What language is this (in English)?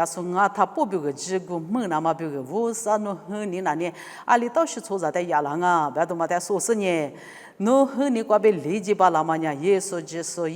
Lisu